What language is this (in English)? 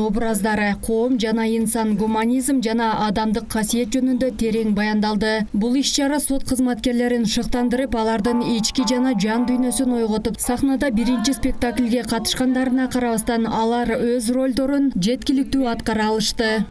Kyrgyz